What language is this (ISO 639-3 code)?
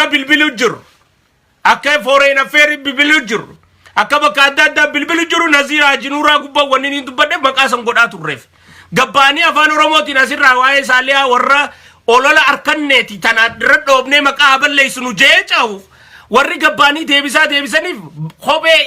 orm